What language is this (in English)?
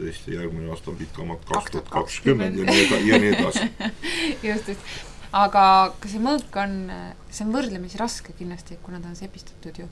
Estonian